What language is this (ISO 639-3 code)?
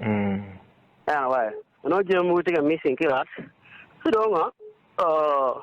ach